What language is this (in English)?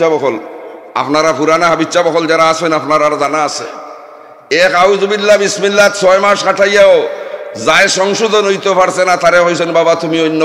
Sylheti